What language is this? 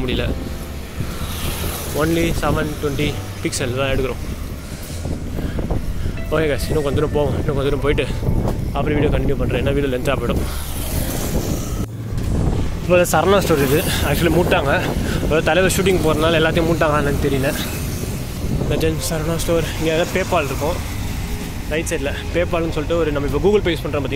Tamil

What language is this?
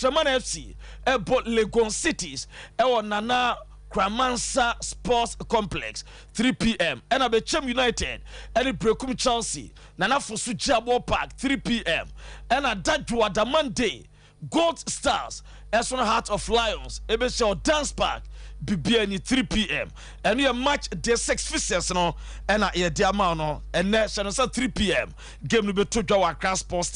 Akan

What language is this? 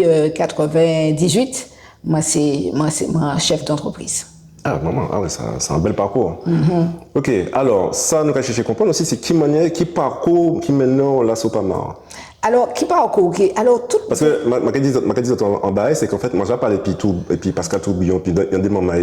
Guadeloupean Creole French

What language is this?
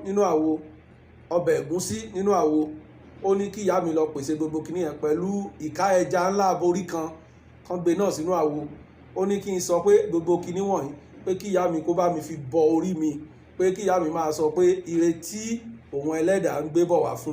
Yoruba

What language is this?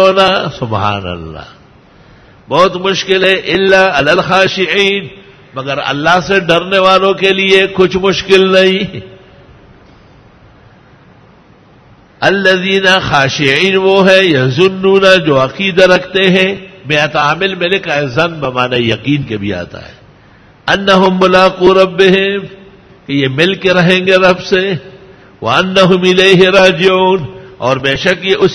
Urdu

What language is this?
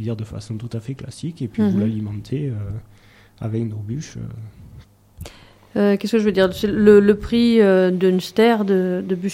French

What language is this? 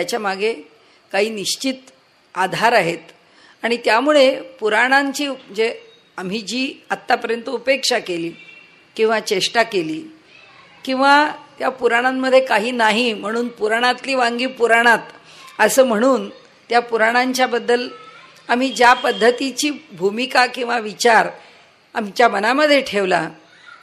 Marathi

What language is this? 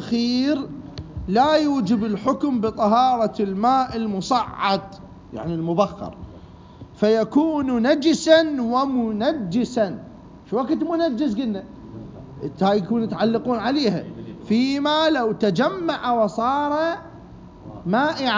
Mesopotamian Arabic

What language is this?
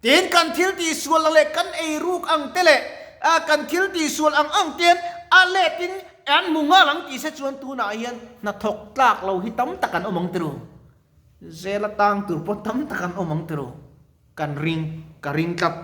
Mizo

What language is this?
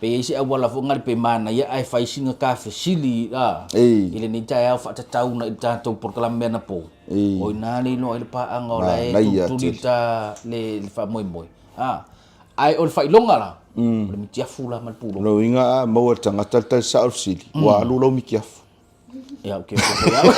Samoan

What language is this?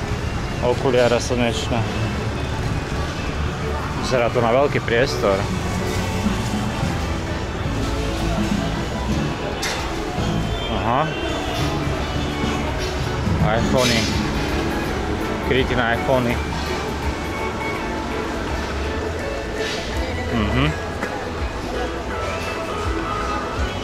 Slovak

